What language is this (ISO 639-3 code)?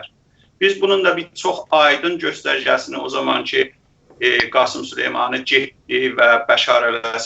azb